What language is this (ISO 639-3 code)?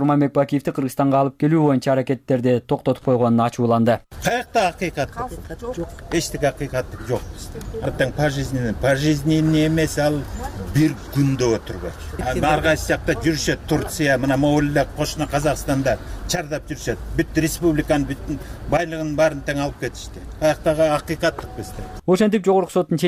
kir